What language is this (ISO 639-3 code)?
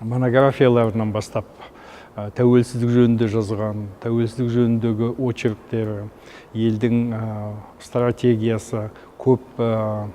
kaz